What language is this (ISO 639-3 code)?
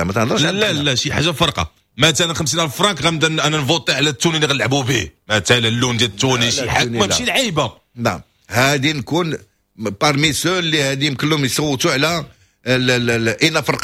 ary